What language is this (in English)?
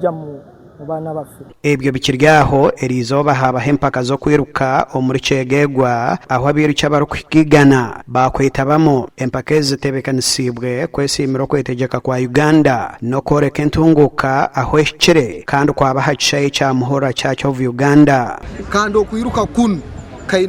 Nyankole